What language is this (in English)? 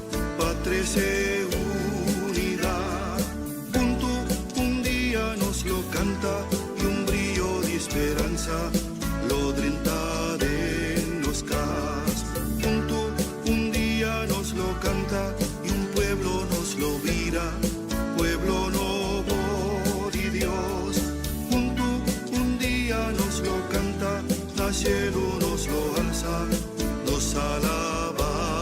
Papiamento